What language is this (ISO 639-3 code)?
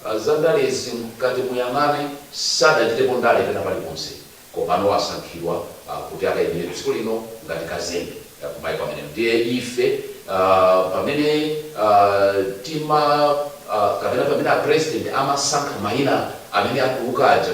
nya